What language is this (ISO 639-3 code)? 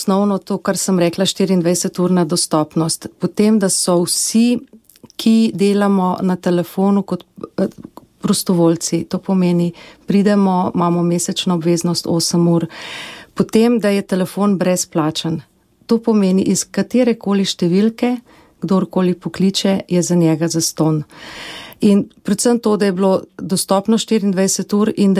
slv